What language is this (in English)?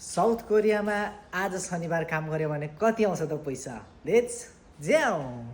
Nepali